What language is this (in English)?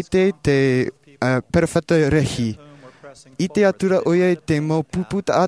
Tahitian